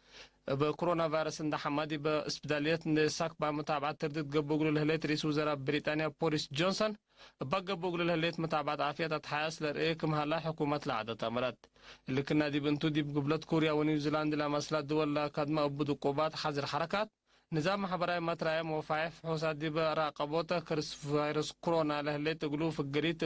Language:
Tigre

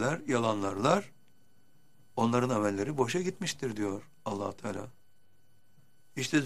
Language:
Turkish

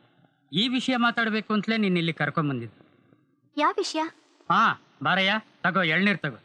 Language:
Kannada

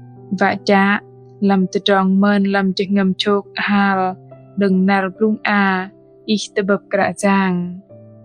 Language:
Bahnar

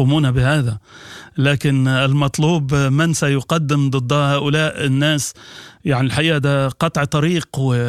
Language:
Sudanese Arabic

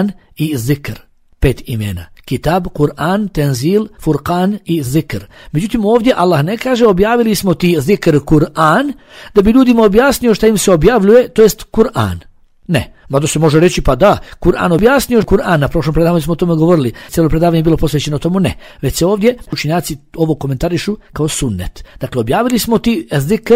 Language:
Bosnian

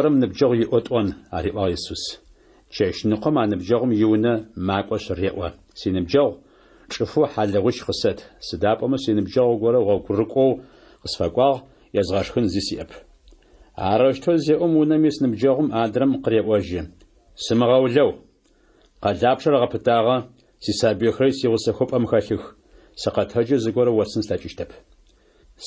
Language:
Adyghe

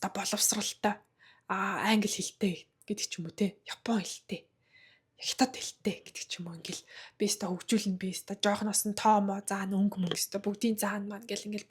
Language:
Mongolian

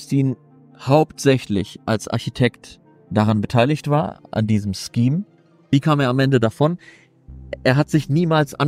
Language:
German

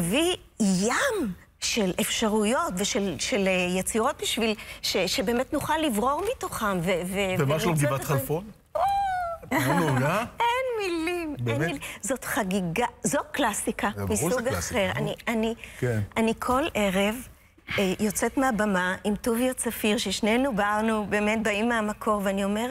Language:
Hebrew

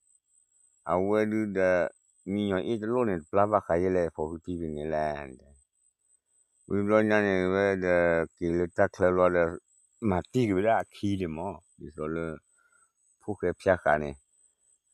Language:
S'gaw Karen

